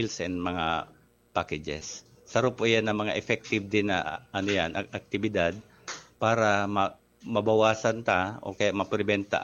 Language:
Bikol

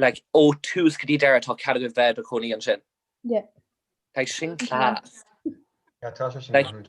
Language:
Irish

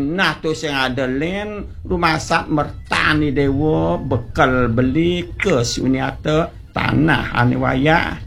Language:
Balinese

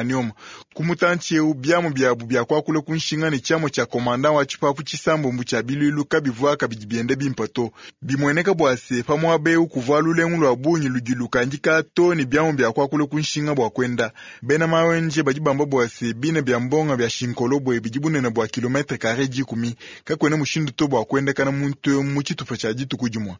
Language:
Luba-Lulua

